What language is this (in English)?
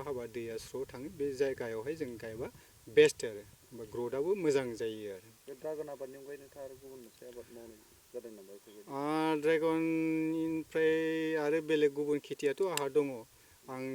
Bodo